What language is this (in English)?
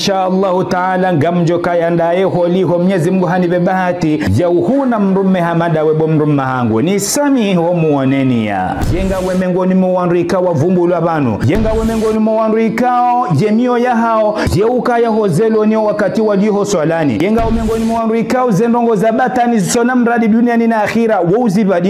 Ngazidja Comorian